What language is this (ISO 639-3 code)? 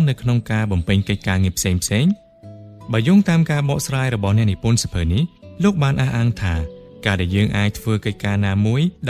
khm